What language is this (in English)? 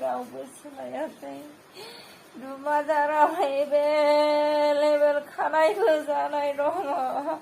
Bodo